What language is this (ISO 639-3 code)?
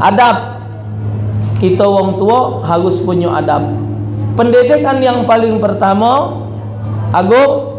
mui